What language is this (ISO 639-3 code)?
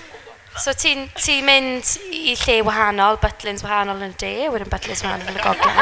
cym